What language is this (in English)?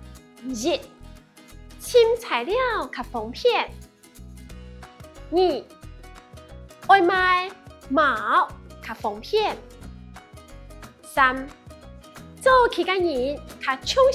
Hakka Chinese